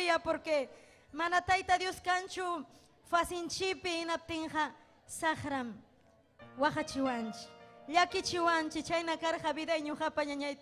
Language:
Ayacucho Quechua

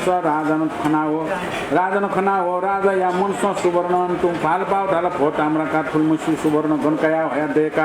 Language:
Newari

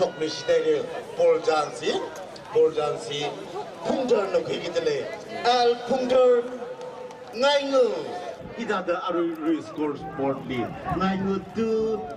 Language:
Tangkhul Naga (India)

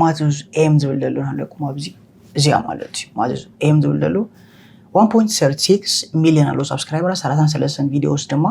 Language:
Tigrinya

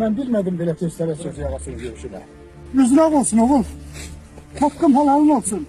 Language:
Azerbaijani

